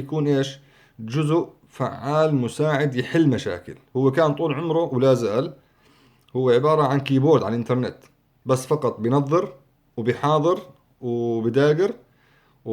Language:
North Levantine Arabic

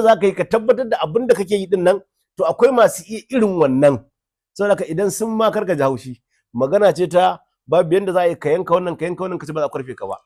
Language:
Hausa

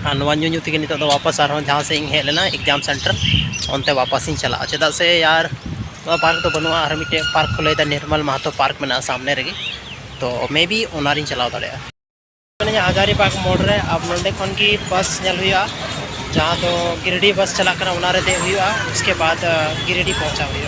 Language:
Santali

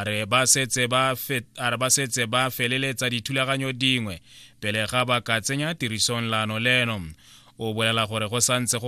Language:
Tswana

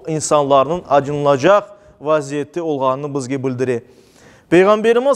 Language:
Crimean Tatar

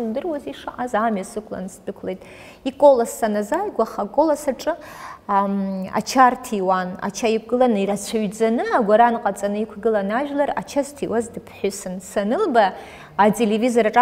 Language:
Abkhazian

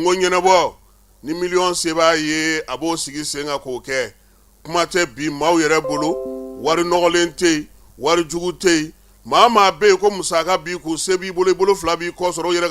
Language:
Bambara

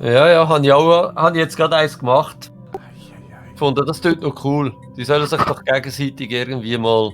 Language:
Swiss German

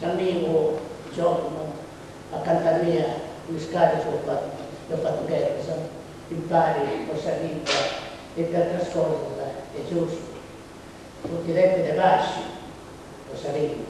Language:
Sardinian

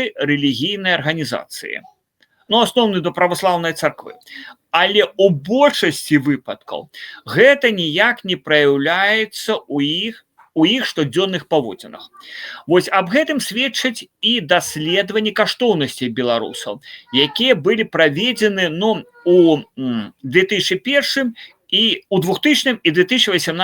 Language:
Belarusian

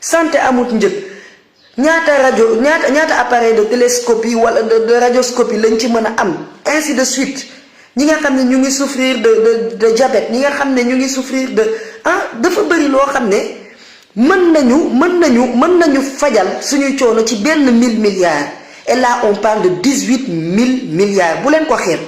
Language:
Wolof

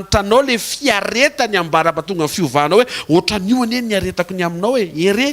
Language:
Malagasy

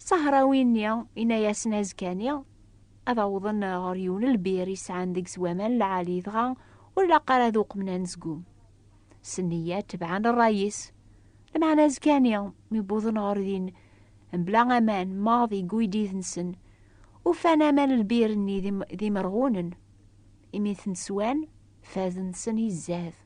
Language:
Kabyle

